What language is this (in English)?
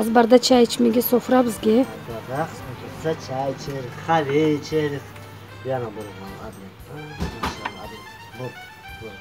Crimean Tatar